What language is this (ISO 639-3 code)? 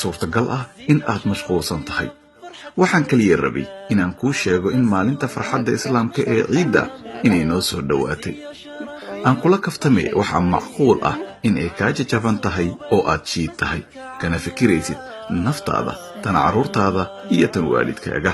som